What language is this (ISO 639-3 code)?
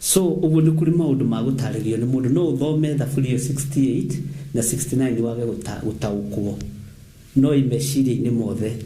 kik